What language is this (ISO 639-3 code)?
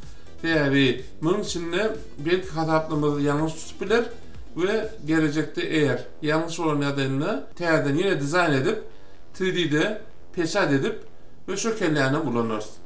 tuk